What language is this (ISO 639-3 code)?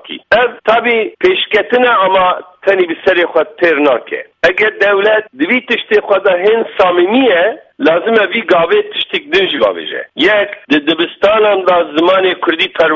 kur